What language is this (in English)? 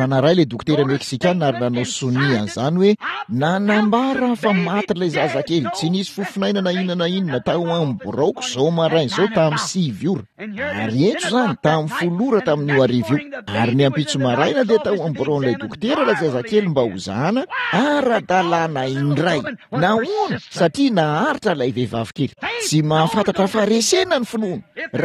Malagasy